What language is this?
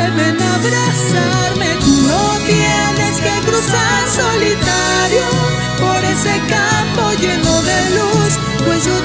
Spanish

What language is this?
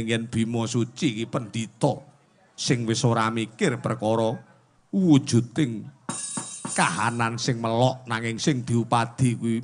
Javanese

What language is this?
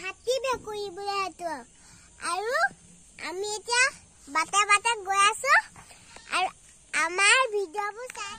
Assamese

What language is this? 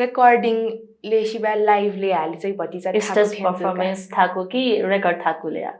Newari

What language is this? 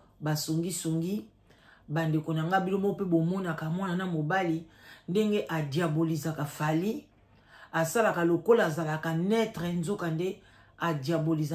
Lingala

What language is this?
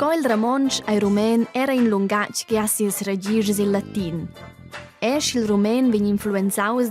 Romansh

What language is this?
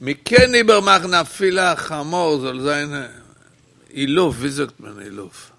Yiddish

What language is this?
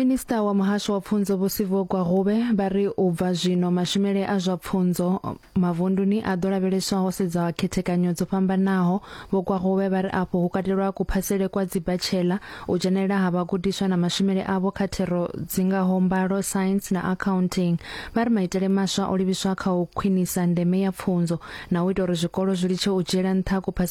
Venda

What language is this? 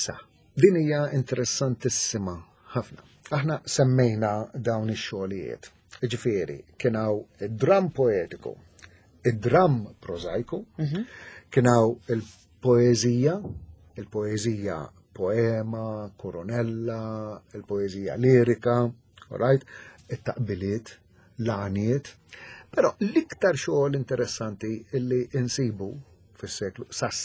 Maltese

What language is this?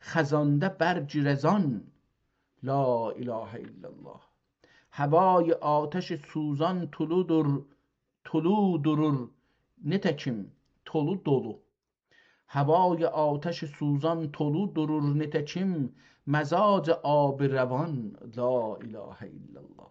South Azerbaijani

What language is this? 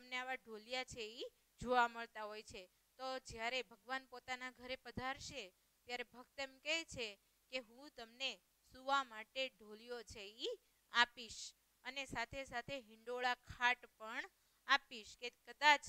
Gujarati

